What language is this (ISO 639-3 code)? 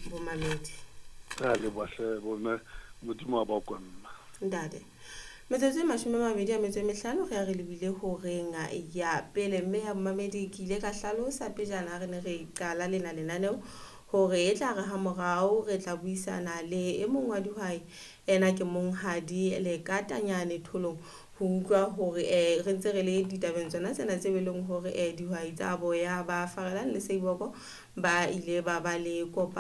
sot